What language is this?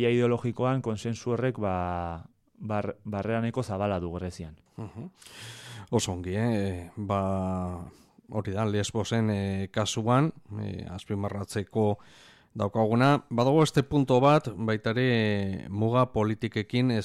Basque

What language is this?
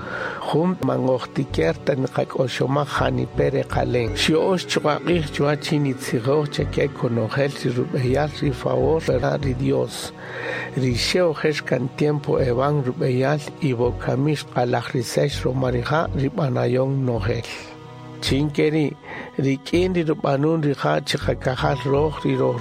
Kaqchikel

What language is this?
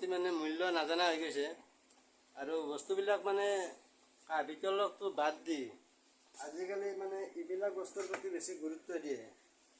Assamese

